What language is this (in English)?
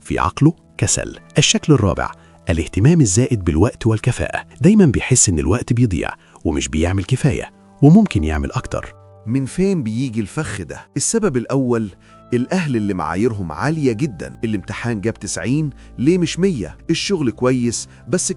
Egyptian Arabic